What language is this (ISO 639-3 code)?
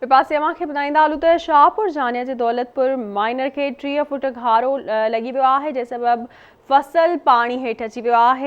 snd